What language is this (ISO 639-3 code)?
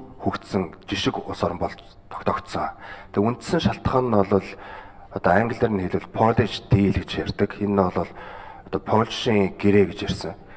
mon